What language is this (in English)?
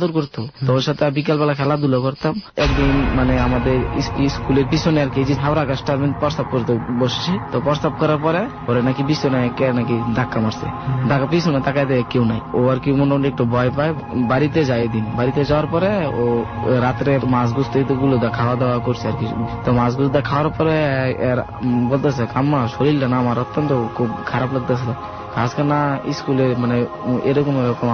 Bangla